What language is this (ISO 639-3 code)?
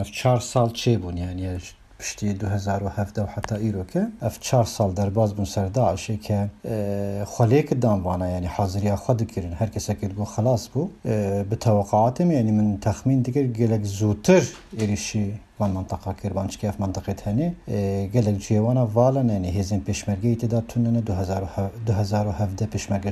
kur